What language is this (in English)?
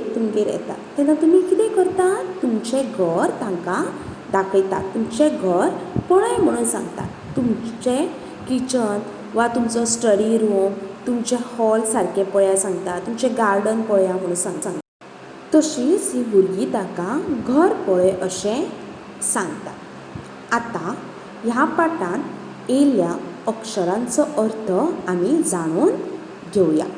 Konkani